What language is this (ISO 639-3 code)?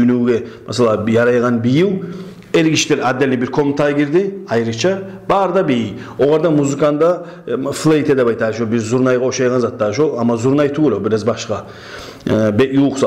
kum